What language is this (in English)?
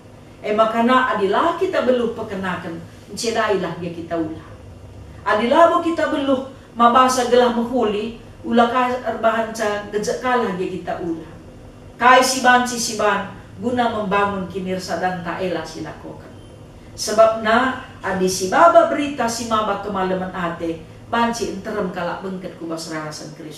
Batak Karo